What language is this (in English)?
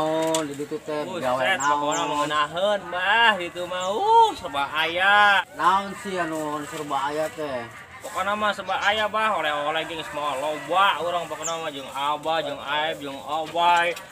Sundanese